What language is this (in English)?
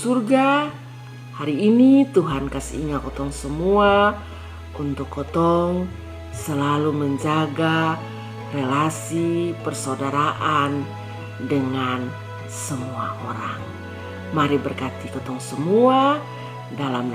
Kupang Malay